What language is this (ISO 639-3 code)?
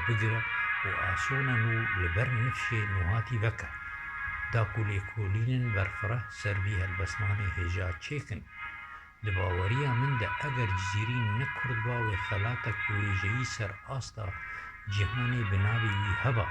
kur